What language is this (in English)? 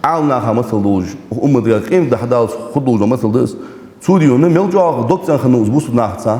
Ingush